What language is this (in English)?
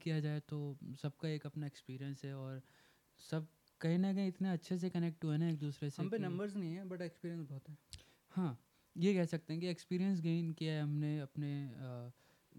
Hindi